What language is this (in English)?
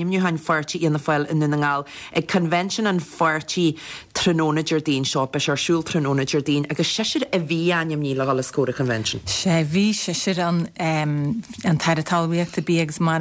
Irish